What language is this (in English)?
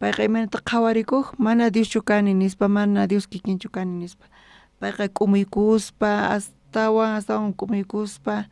South Bolivian Quechua